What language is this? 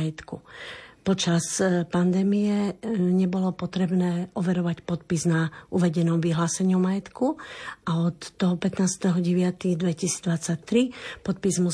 Slovak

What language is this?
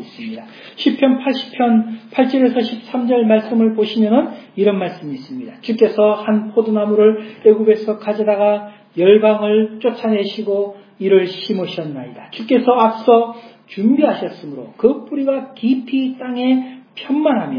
Korean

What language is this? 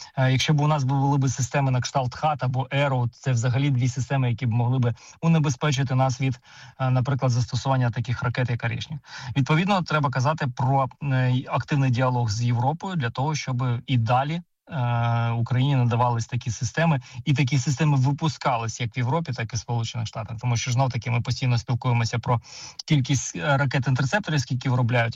Ukrainian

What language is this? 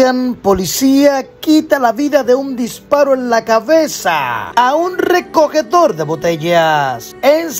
Spanish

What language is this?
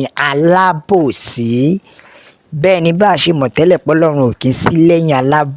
Yoruba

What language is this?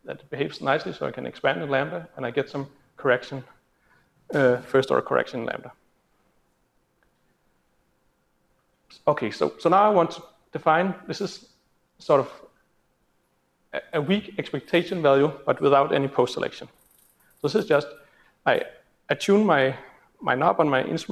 English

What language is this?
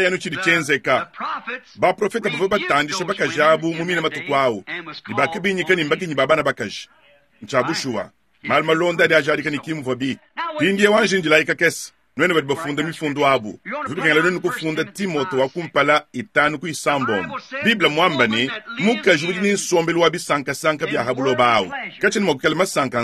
Luba-Lulua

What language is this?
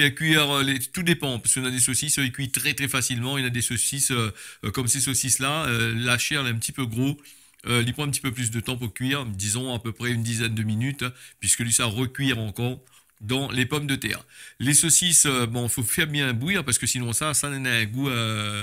Réunion Creole French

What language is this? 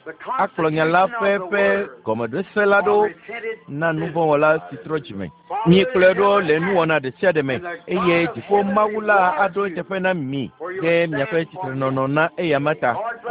Ewe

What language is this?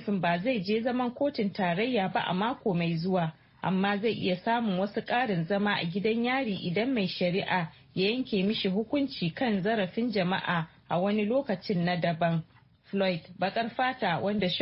Hausa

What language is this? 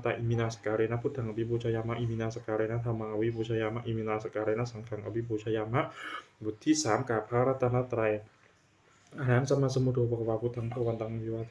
Pali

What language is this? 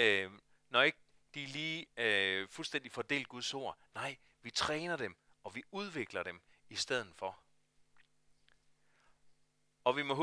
Danish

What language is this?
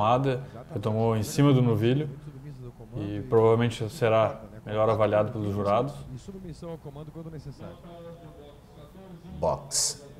Portuguese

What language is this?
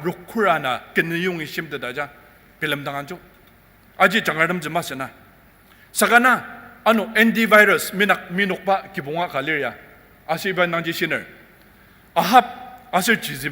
Ao Naga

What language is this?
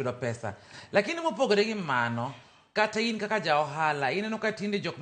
Luo (Kenya and Tanzania)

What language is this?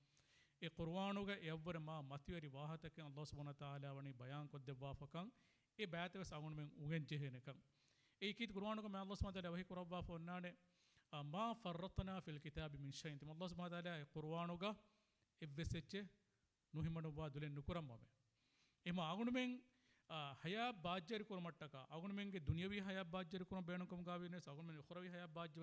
Divehi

